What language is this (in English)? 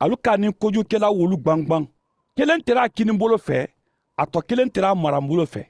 Mandingo